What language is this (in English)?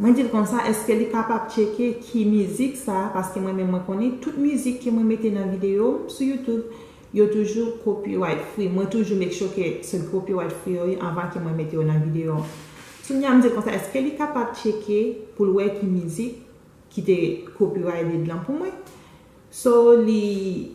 Haitian Creole